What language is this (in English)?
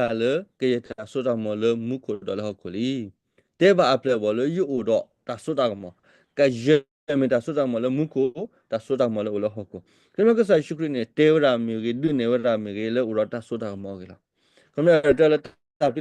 S'gaw Karen